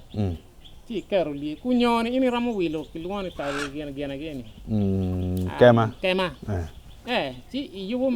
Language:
Acoli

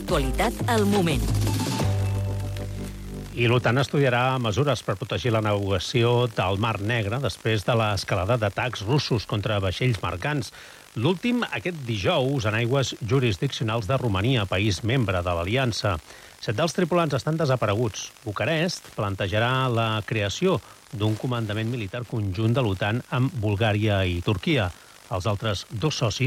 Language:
Catalan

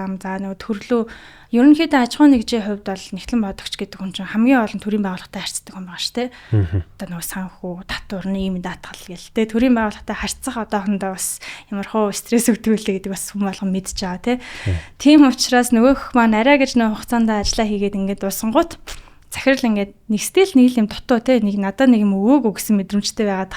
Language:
Mongolian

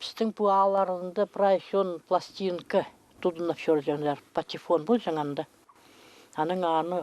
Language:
Khakas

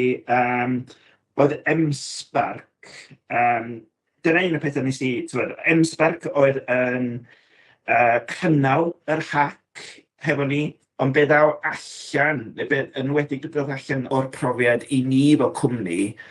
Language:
Welsh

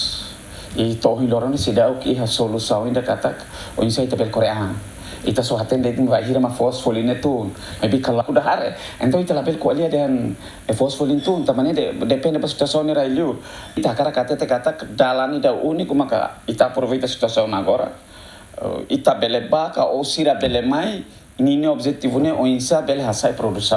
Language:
Tetum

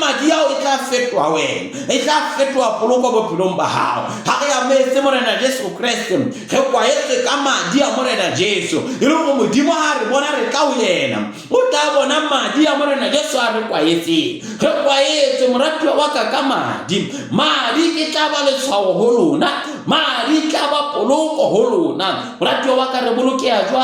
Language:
Southern Sotho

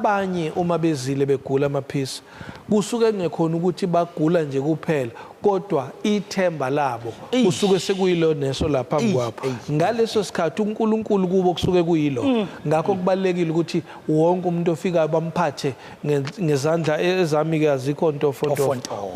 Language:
Zulu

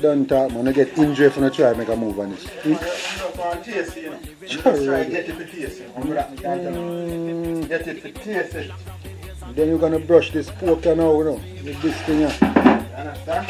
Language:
Jamaican Creole English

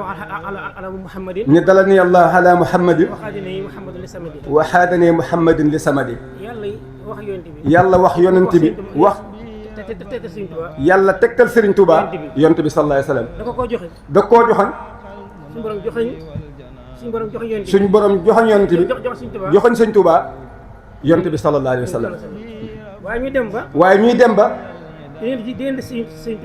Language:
Wolof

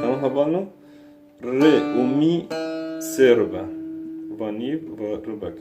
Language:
Kurdish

